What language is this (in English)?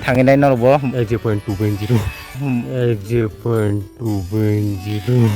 Kok Borok